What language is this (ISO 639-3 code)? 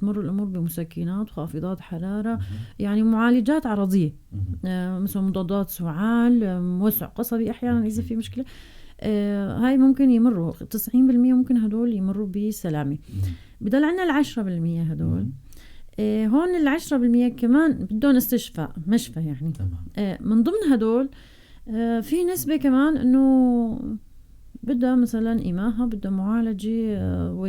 apc